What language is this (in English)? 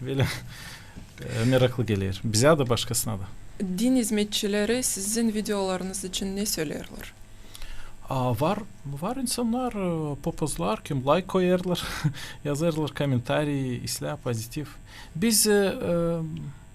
Gagauz